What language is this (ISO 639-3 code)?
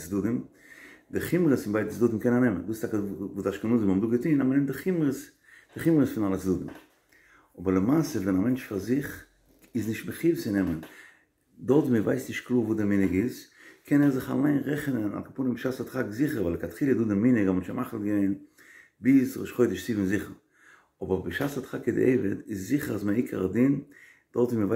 yid